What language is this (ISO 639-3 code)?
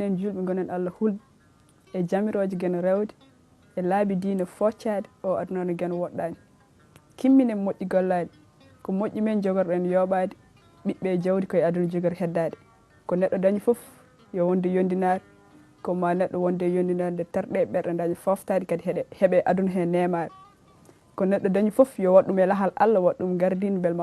ful